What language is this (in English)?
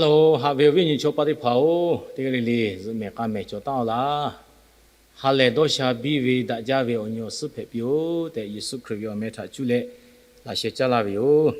Lahu